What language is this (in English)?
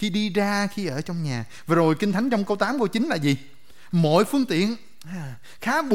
Vietnamese